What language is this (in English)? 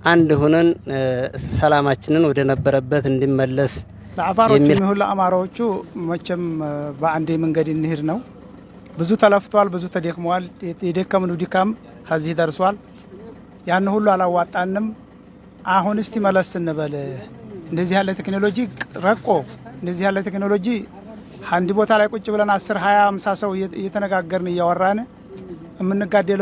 Amharic